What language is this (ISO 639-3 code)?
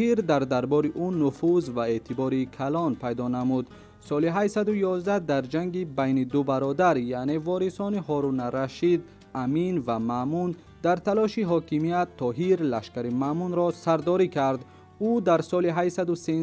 tgk